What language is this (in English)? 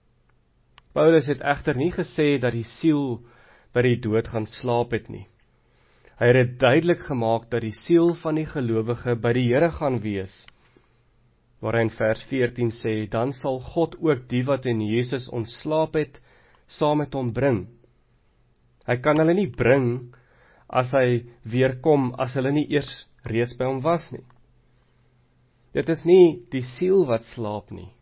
Afrikaans